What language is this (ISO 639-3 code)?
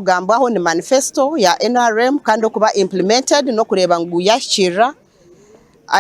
nyn